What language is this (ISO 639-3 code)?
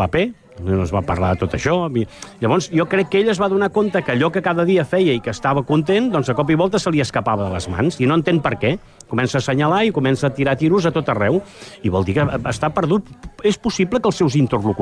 cat